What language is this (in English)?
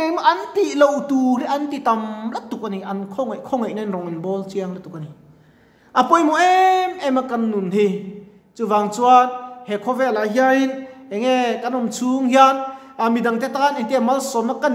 Mizo